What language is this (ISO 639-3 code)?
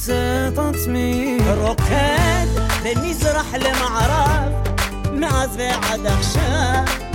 heb